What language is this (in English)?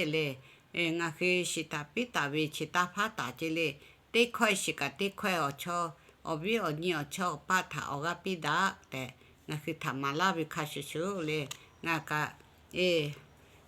Lahu